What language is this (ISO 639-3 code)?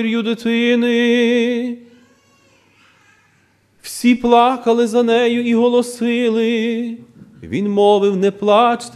ukr